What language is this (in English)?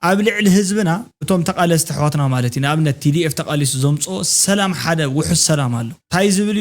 Tigrinya